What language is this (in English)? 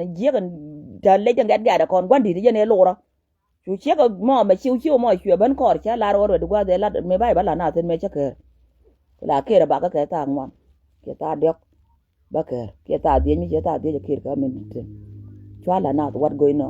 Nuer